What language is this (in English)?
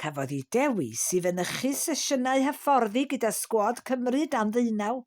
Welsh